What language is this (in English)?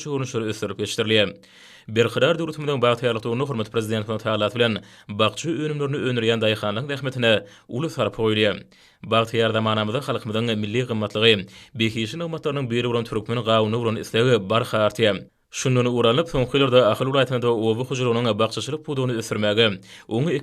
Turkmen